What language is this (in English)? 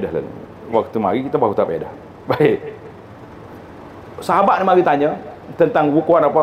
Malay